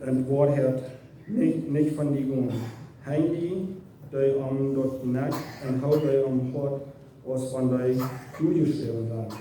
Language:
Plautdietsch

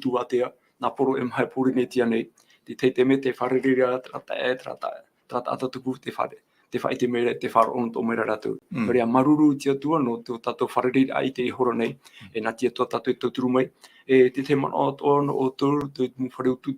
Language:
Tahitian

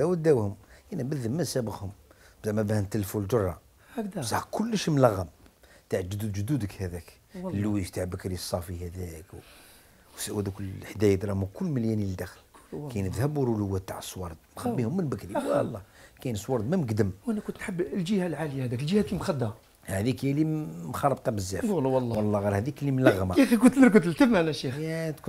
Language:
Algerian Arabic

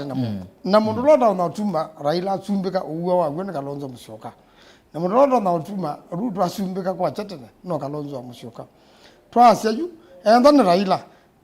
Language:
Kamba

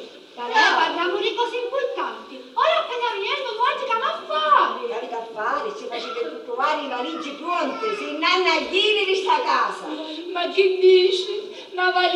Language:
Sicilian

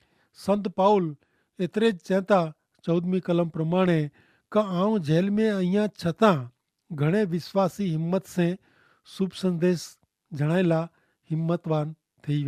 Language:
Kachhi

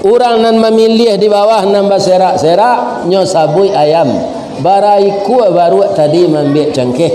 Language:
Minangkabau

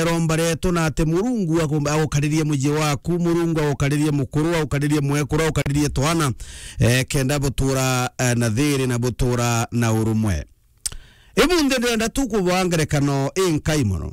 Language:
Meru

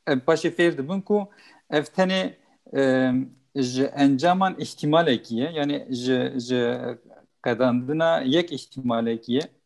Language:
Kurdish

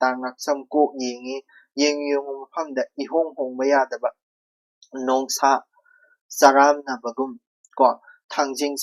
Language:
Manipuri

